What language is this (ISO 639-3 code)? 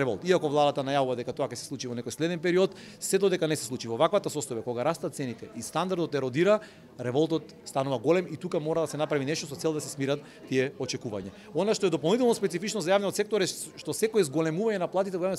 mkd